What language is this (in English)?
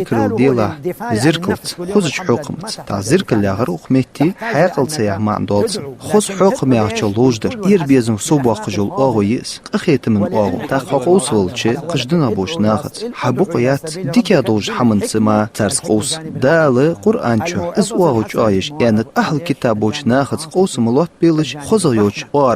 Ingush